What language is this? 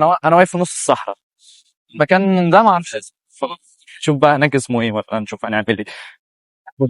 Egyptian Arabic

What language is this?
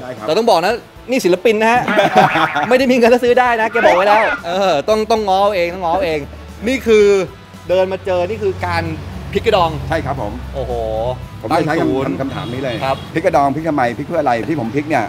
Thai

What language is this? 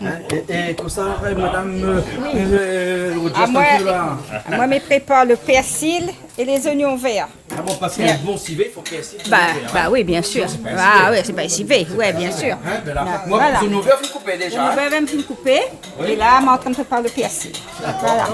Réunion Creole French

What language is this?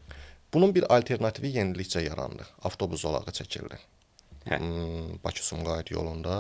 Azerbaijani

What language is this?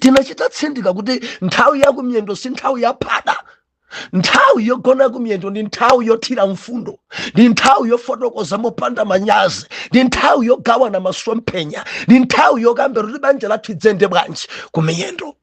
Nyanja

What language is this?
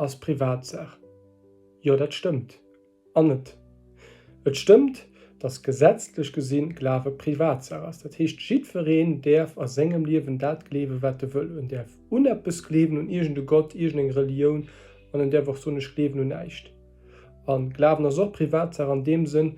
Luxembourgish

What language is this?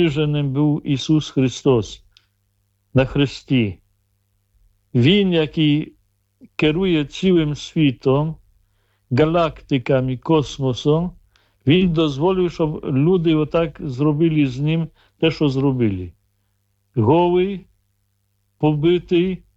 Ukrainian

